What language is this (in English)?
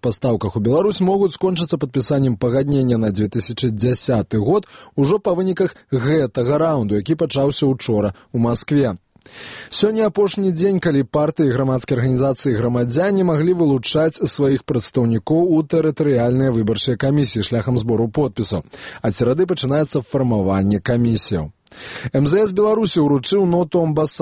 Belarusian